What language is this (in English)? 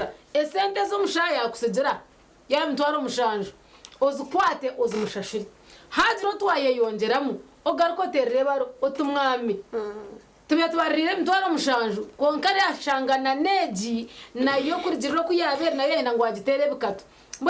Nyankole